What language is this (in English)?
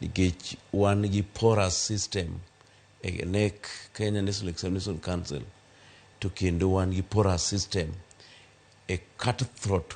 Luo (Kenya and Tanzania)